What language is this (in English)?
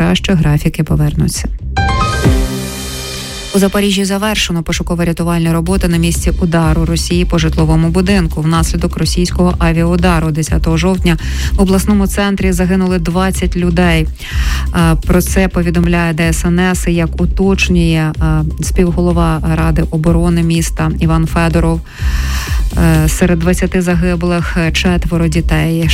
Ukrainian